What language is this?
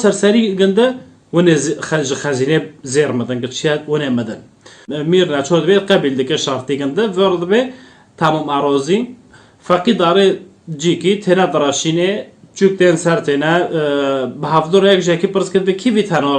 Kurdish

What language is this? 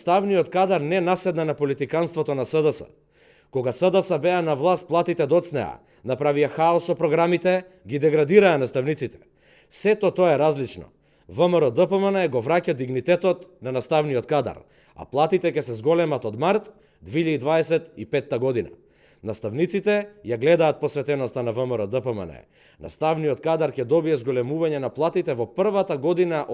Macedonian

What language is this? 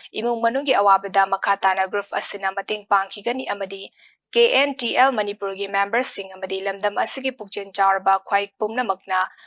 Manipuri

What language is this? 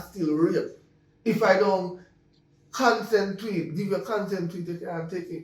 Jamaican Creole English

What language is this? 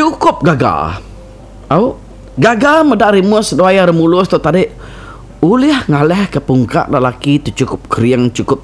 Iban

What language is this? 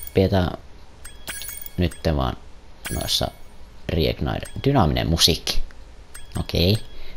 Finnish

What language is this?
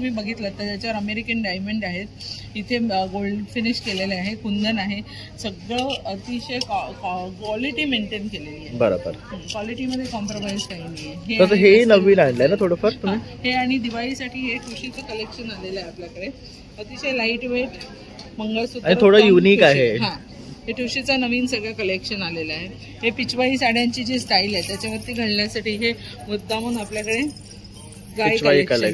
Marathi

